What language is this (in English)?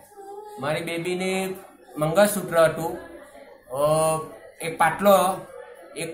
Gujarati